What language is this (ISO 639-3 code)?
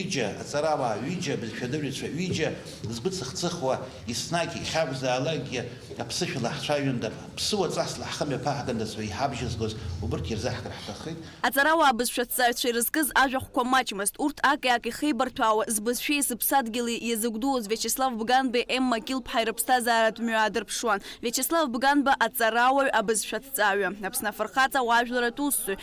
abk